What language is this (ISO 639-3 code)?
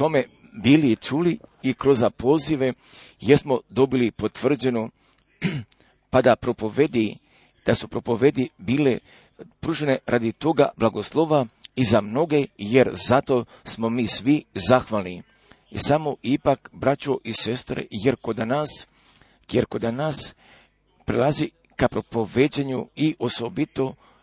srp